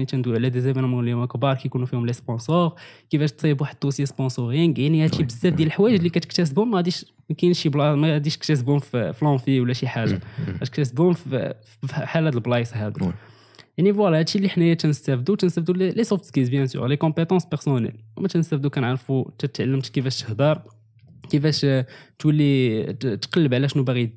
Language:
Moroccan Arabic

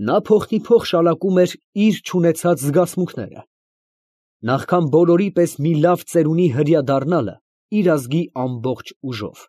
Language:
Armenian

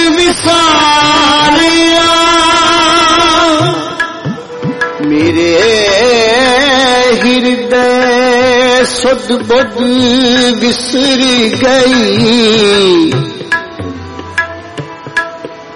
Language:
Punjabi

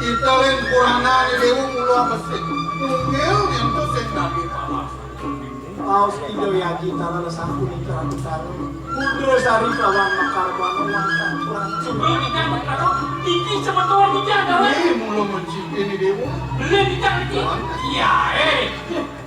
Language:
Balinese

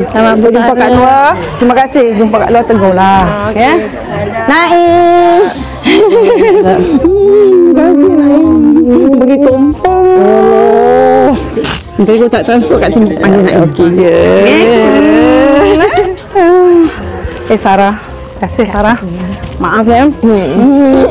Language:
Malay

